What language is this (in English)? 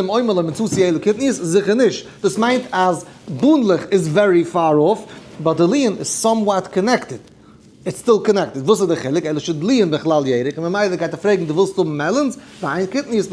Yiddish